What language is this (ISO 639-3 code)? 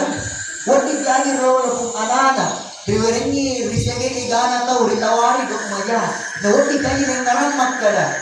bug